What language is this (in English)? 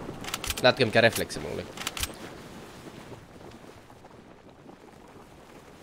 Finnish